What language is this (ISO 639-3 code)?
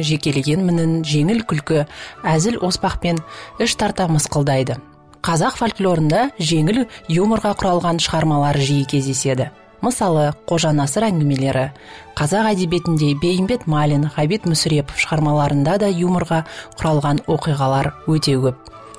kaz